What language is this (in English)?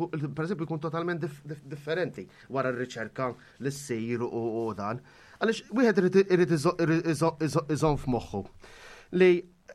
Maltese